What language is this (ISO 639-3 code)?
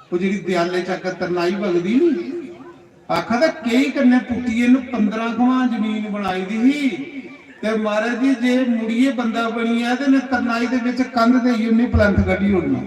doi